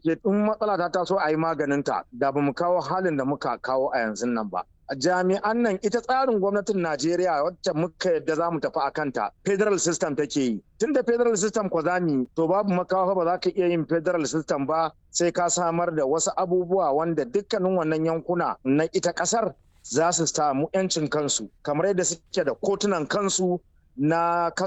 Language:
Hausa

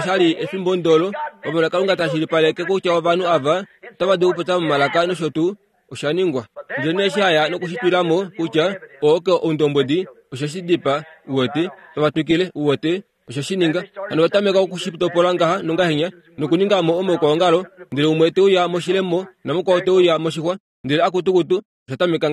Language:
Kuanyama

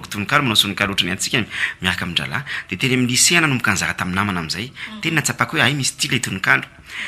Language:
Malagasy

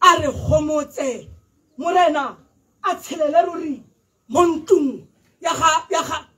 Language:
Tswana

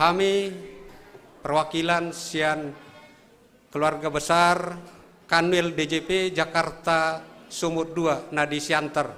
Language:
Batak Simalungun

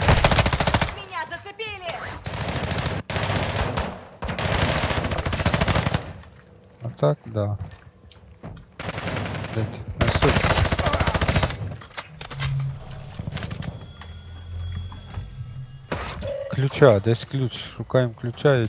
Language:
Ukrainian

